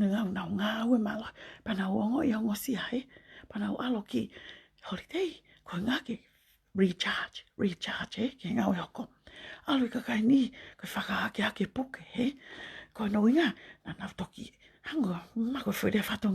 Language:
Tongan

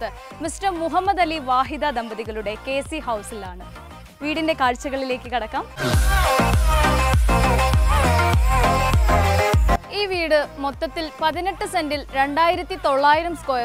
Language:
Malayalam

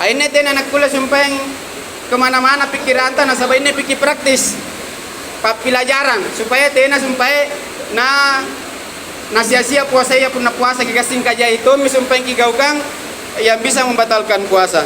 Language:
Makasar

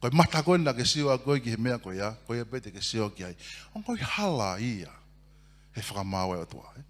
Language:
Tongan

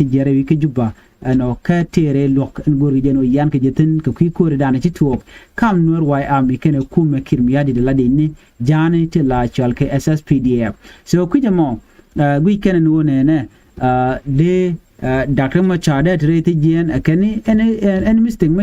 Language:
Nuer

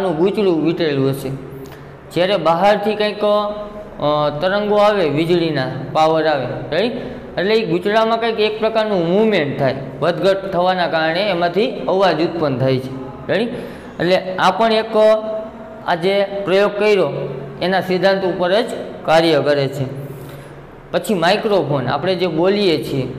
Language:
Gujarati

